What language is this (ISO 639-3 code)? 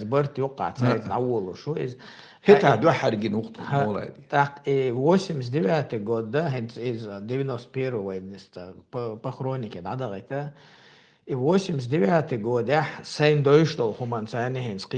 che